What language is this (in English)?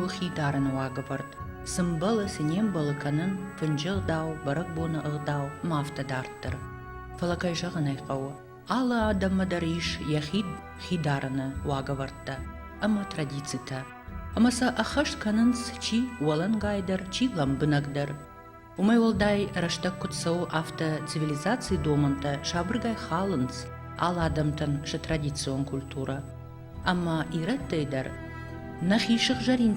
Ossetic